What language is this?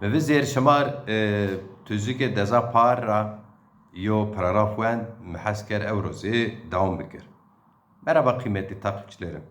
Zaza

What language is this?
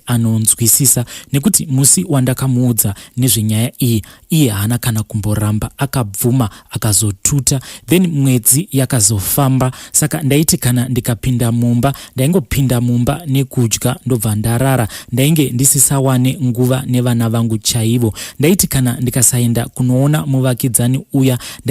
Shona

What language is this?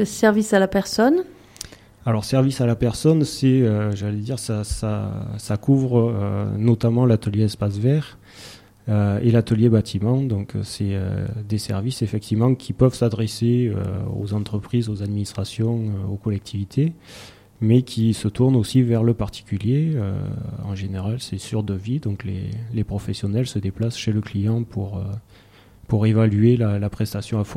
French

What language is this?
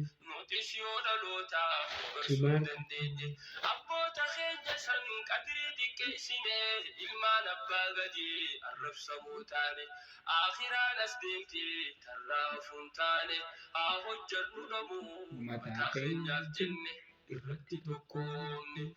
Oromo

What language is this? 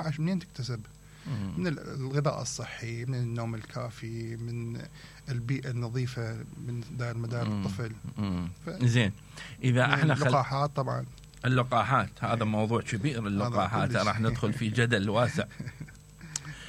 Mesopotamian Arabic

